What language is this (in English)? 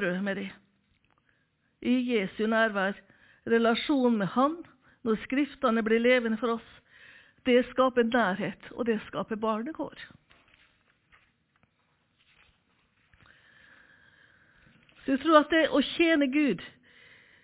Norwegian